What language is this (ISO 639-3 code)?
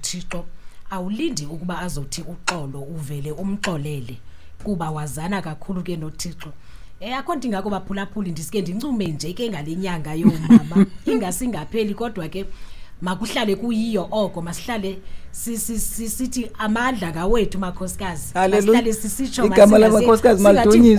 xho